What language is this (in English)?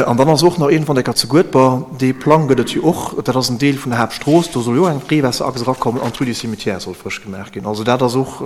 Luxembourgish